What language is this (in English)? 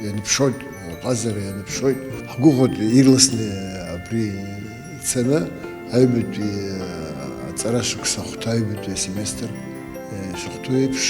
Abkhazian